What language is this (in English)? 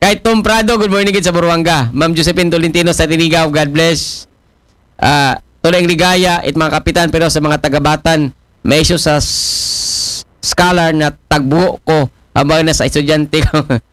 Aklanon